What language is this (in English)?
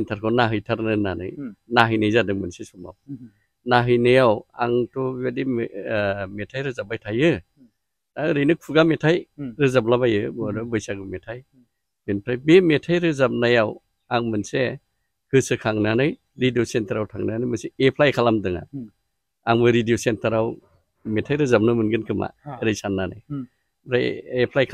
Bodo